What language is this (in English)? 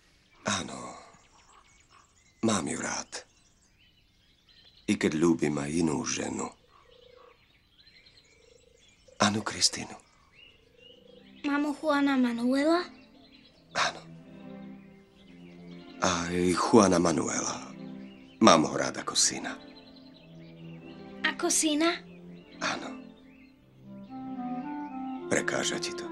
Slovak